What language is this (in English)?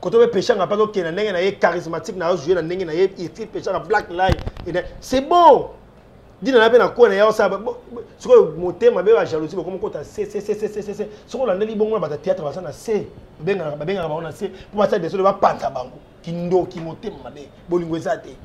Lingala